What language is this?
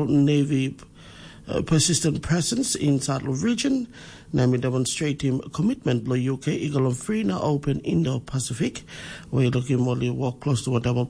Tok Pisin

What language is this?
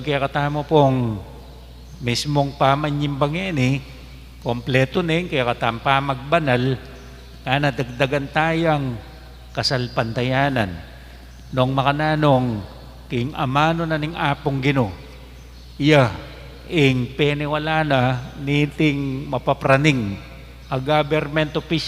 Pampanga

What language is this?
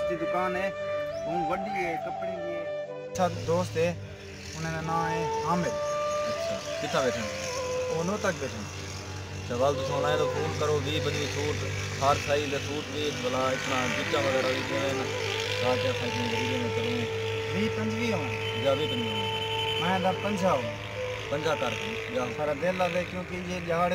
Saraiki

